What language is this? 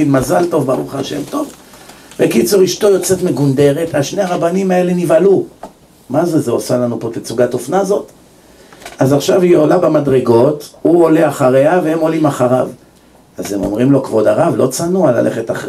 Hebrew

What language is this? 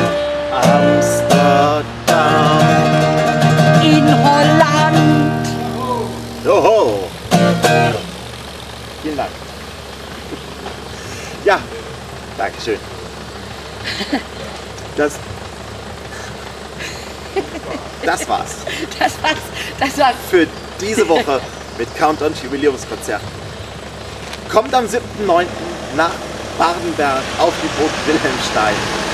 German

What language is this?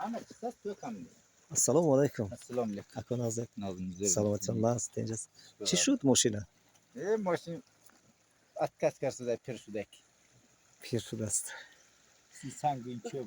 Tajik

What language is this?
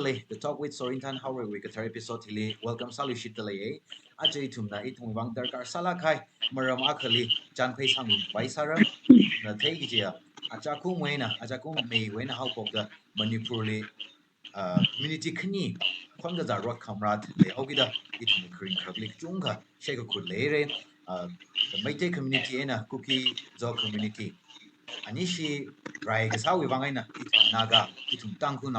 Tangkhul Naga (India)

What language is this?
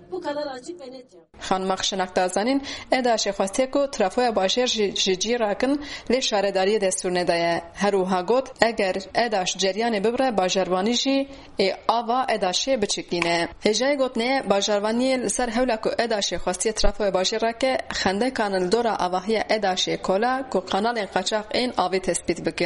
Kurdish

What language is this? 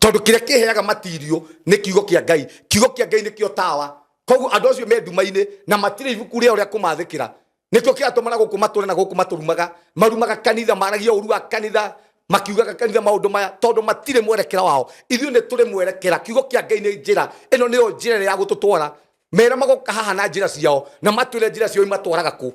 Kikuyu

